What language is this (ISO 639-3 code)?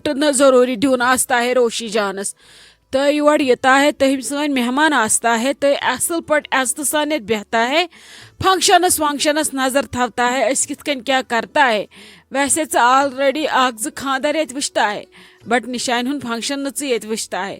kas